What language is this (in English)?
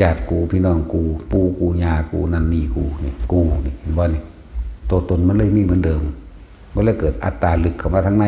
Northeastern Thai